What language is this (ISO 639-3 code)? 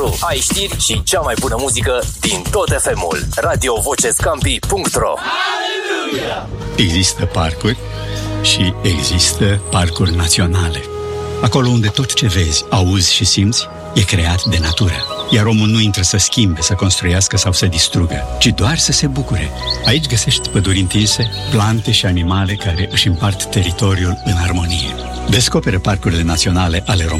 ron